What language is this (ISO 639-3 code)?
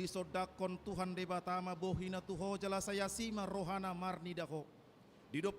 bbc